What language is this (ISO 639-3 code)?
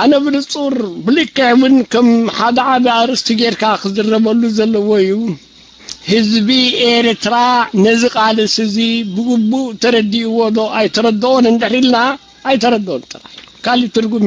tir